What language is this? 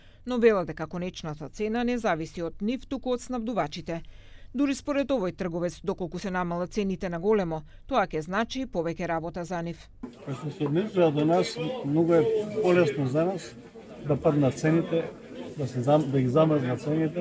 Macedonian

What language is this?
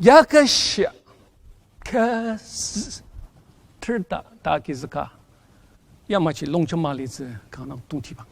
Ao Naga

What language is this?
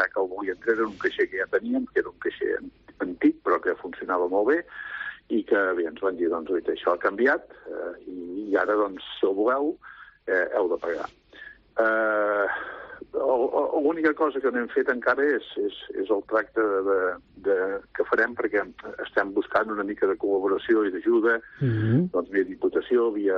Catalan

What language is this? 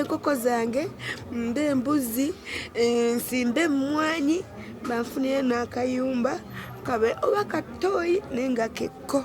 Ganda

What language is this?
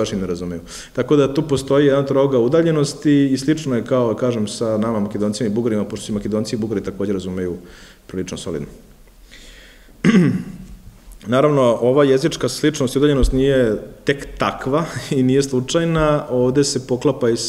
Serbian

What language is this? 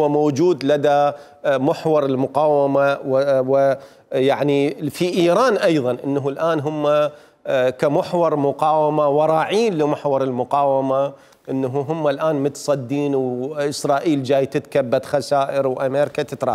Mesopotamian Arabic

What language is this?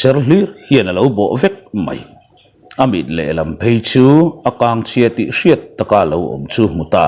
Mizo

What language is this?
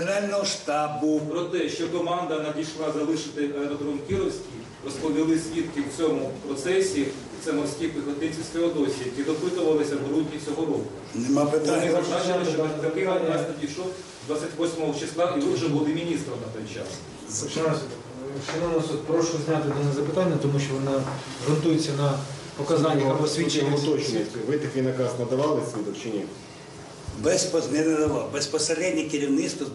Ukrainian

